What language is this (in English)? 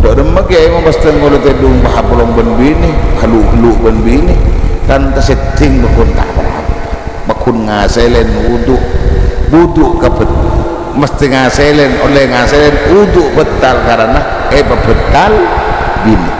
Madurese